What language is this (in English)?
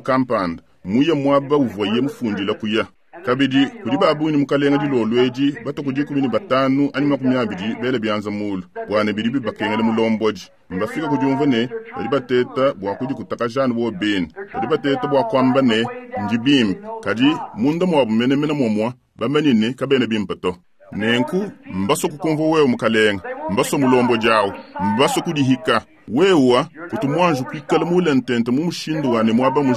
Luba-Lulua